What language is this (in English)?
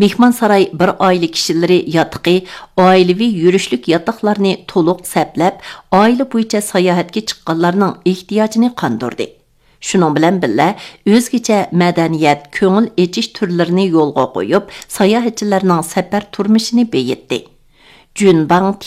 Uyghur